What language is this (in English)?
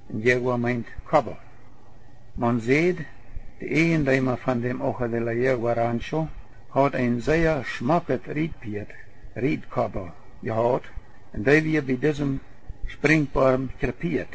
Plautdietsch